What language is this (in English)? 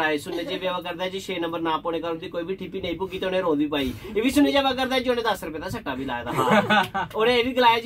Dogri